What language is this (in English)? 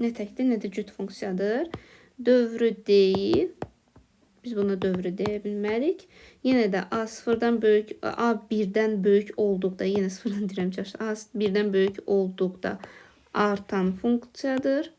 Azerbaijani